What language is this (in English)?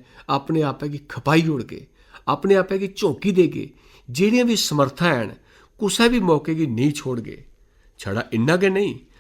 Dogri